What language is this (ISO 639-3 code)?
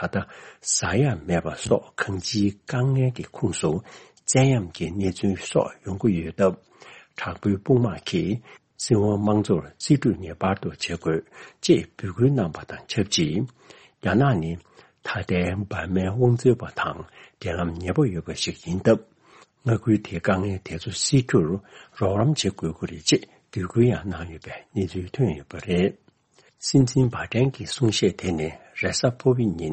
bod